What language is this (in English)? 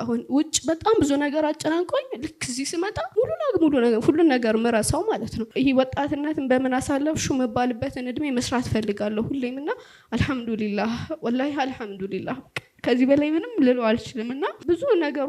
Amharic